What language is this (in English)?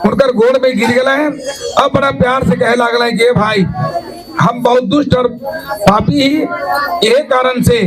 Sadri